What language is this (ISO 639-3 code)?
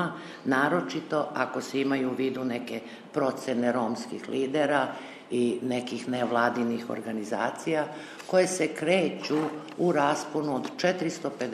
srp